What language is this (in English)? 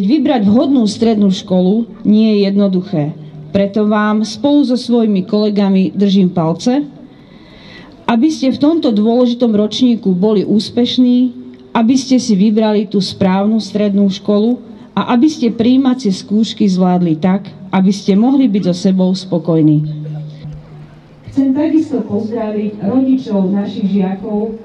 Slovak